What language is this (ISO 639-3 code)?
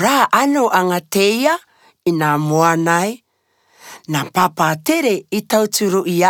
rar